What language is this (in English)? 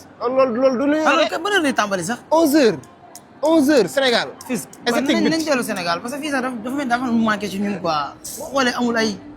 Wolof